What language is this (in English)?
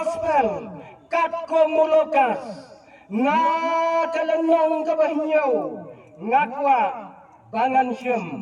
Khasi